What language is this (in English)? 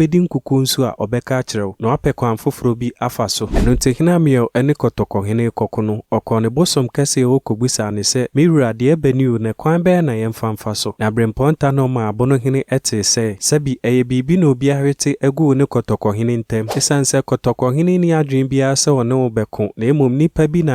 Akan